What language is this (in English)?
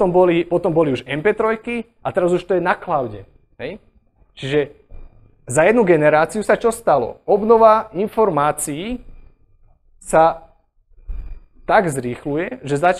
Slovak